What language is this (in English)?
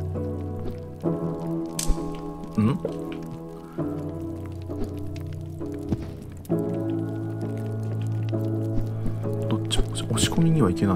Japanese